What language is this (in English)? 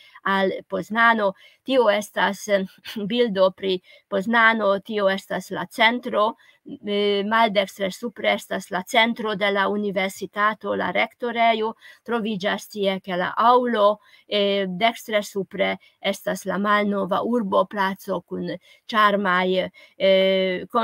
Esperanto